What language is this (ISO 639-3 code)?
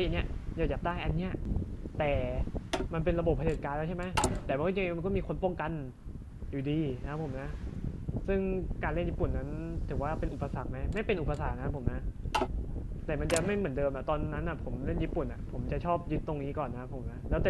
tha